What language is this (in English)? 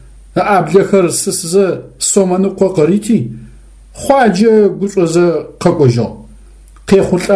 Adyghe